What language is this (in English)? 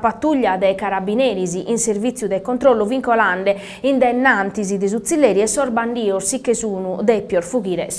Sardinian